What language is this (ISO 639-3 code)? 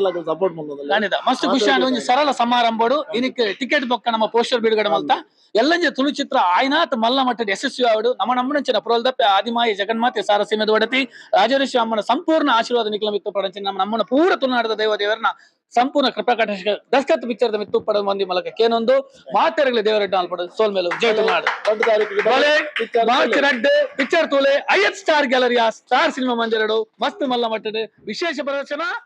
tcy